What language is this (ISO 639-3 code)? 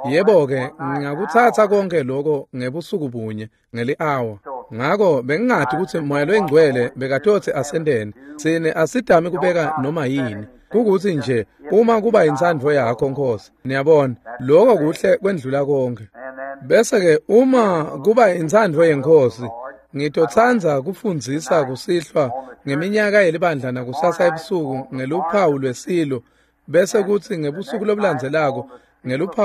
ssw